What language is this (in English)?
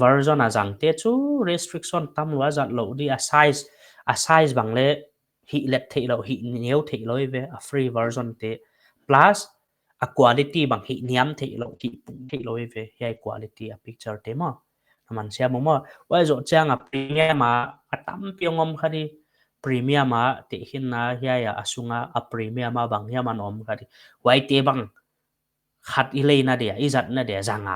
Paite Chin